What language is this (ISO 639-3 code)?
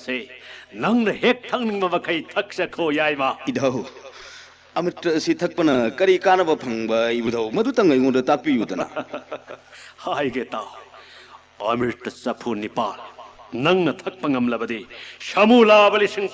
mni